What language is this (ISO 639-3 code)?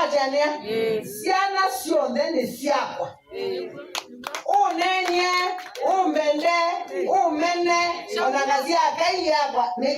kam